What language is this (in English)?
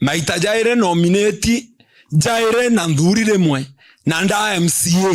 Meru